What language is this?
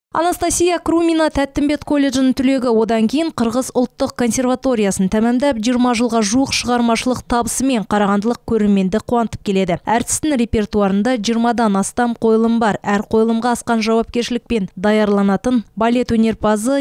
Kazakh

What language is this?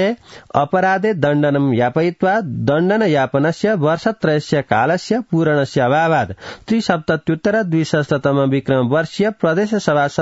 Sanskrit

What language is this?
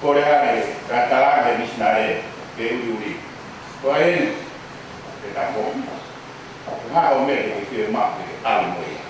Tongan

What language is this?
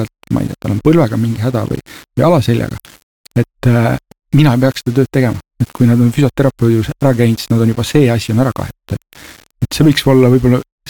Estonian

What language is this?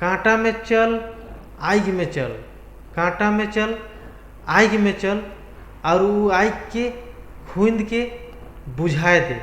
Sadri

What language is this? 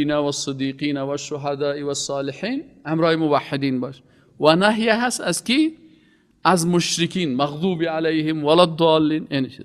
Persian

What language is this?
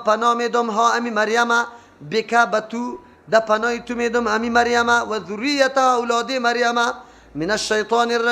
Persian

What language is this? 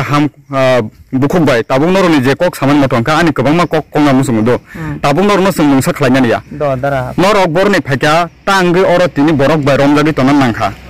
Riang (India)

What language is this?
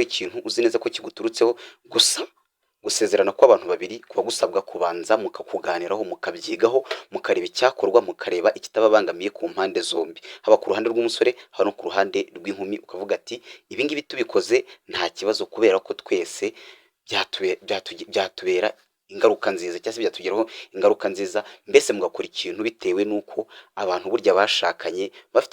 Kinyarwanda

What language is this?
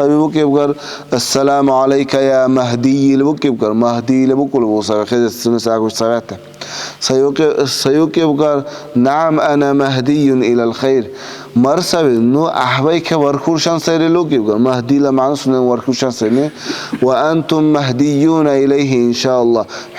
Dargwa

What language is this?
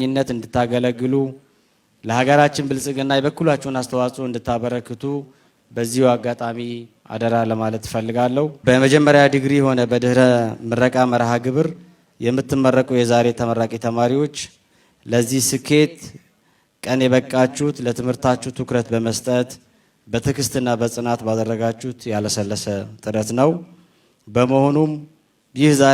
Amharic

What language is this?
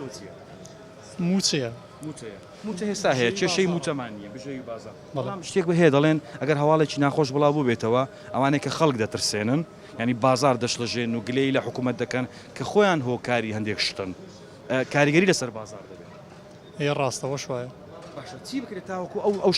Central Kurdish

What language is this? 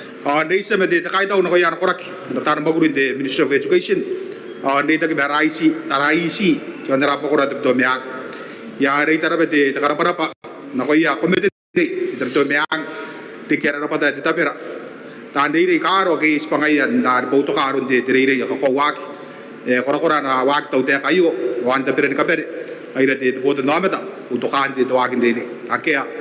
Gilbertese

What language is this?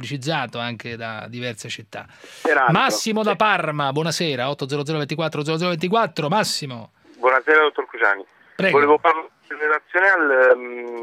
Italian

